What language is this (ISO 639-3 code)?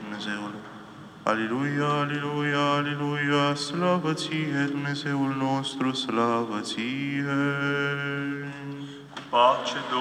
ron